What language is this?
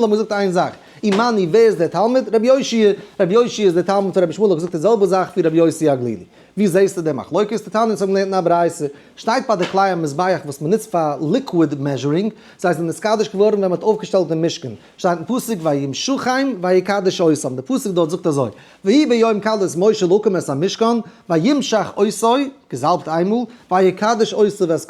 Yiddish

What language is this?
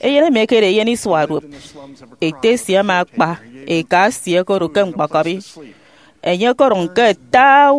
Efik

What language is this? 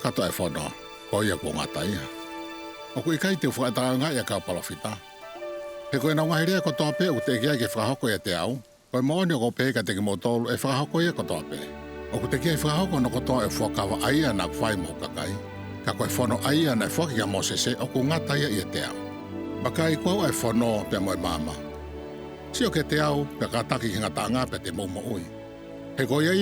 Tongan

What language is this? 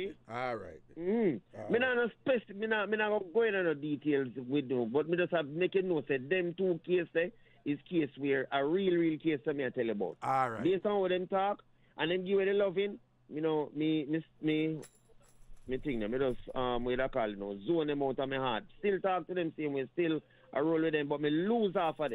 Jamaican Creole English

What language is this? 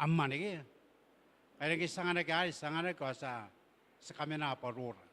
Gilbertese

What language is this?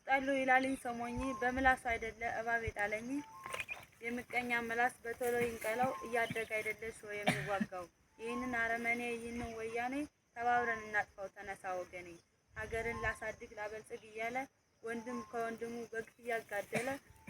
Amharic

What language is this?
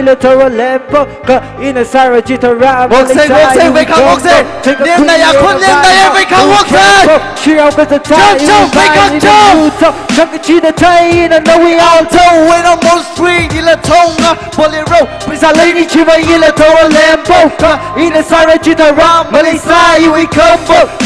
Tangkhul Naga (India)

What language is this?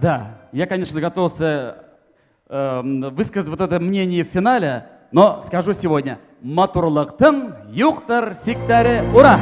Bashkir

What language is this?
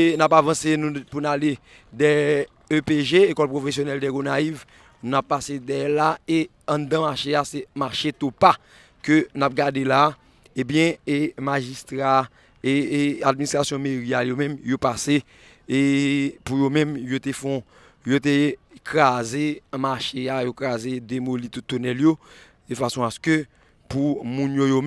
Haitian Creole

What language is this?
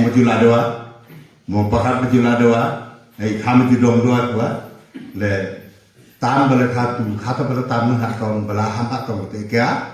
Wancho Naga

